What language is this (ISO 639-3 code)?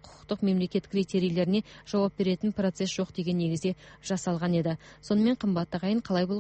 kaz